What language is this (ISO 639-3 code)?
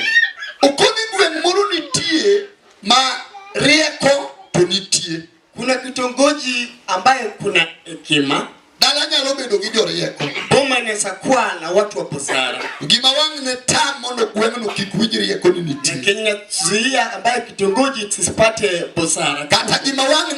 luo